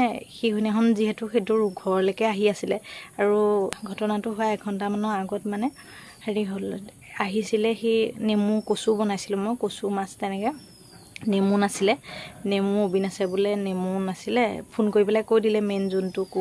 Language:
Assamese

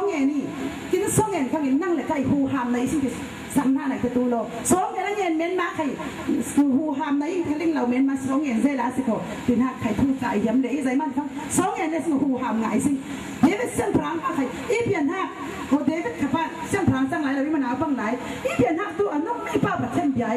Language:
Falam Chin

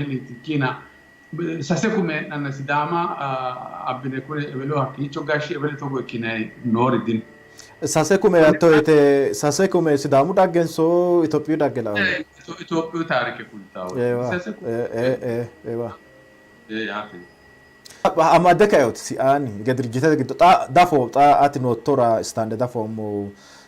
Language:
Sidamo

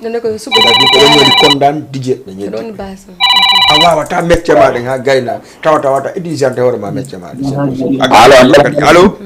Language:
Fula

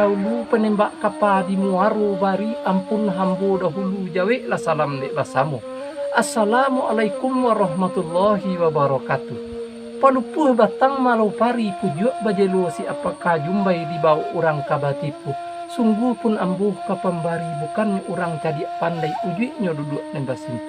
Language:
Minangkabau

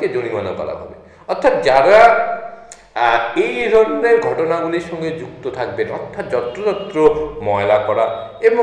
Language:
Bangla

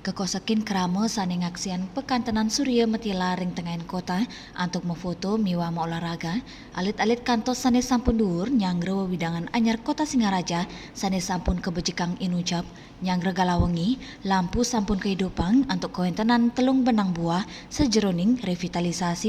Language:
Balinese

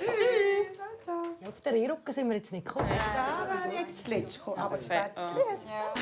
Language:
Swiss German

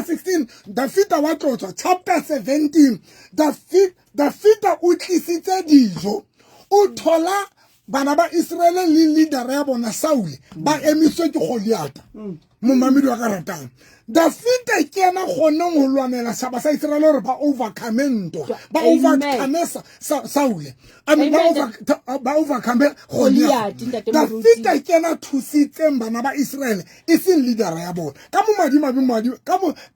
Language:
Southern Sotho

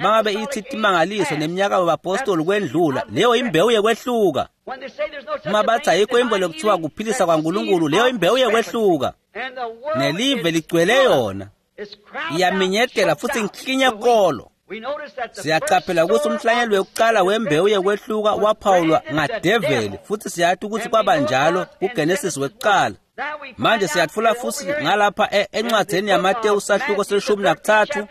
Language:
Swati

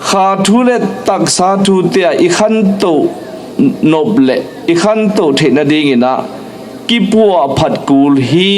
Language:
Tedim Chin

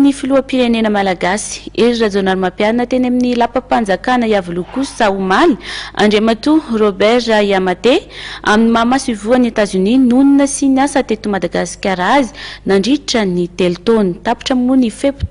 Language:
Malagasy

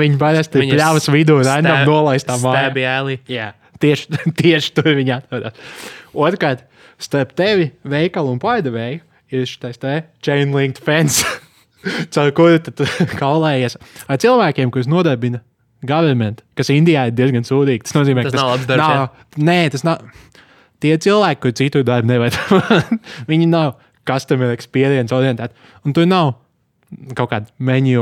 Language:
Latvian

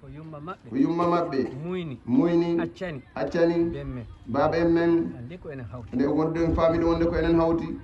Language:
Fula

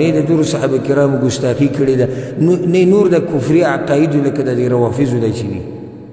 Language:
Pashto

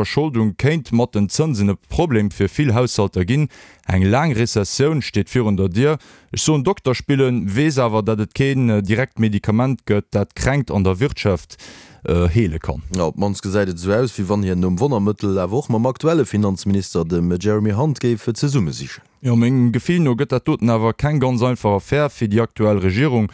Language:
Luxembourgish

